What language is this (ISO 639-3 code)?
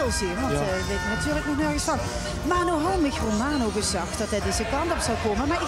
lim